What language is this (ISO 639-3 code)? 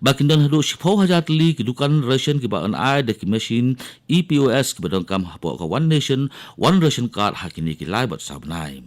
kha